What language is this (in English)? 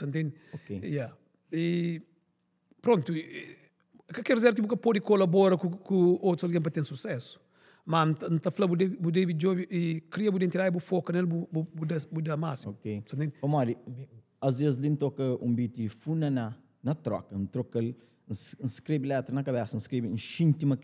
Kabuverdianu